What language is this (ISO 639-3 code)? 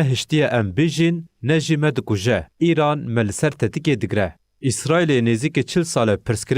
kur